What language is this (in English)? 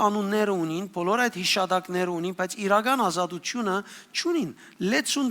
Western Armenian